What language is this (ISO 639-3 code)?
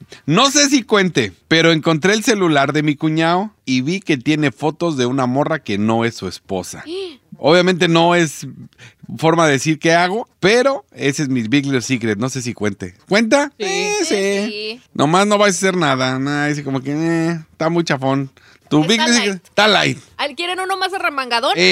spa